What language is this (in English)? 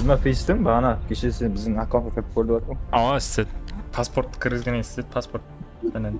Kara-Kalpak